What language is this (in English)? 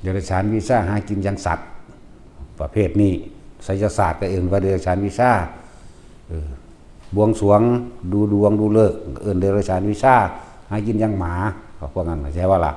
Northeastern Thai